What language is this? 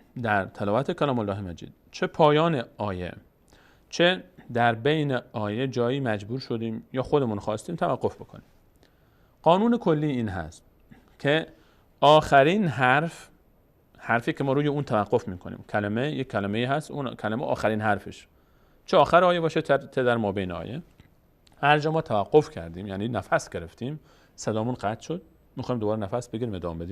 Persian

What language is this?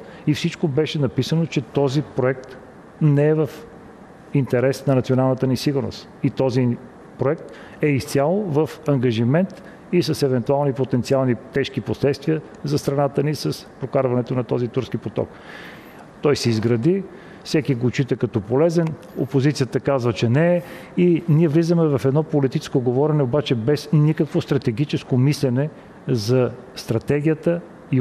Bulgarian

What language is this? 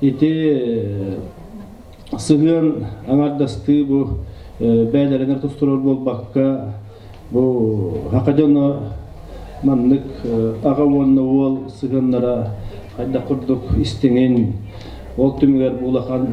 Yakut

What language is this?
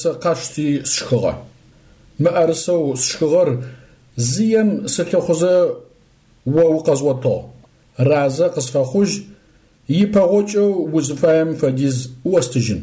Adyghe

